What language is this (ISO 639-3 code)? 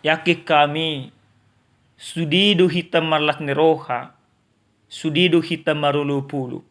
bbc